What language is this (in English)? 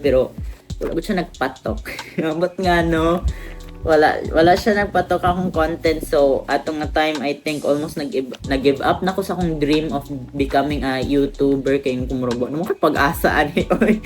Cebuano